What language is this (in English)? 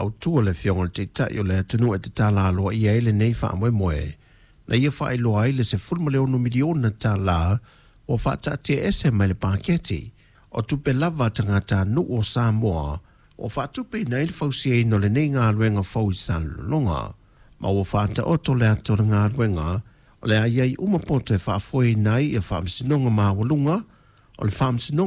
Samoan